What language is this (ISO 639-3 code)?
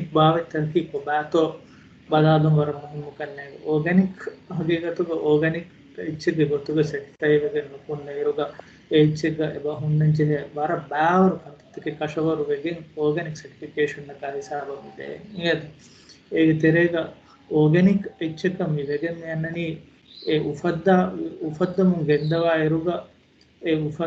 div